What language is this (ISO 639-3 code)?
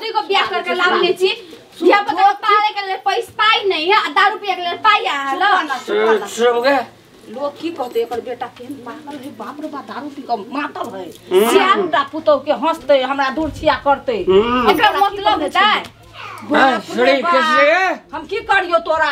mai